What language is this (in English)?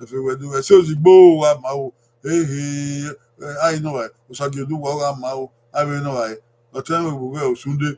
Bini